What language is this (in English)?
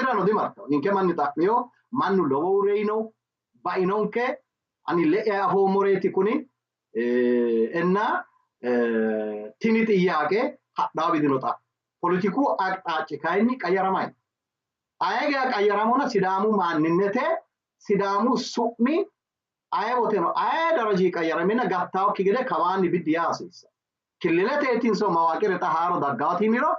Sidamo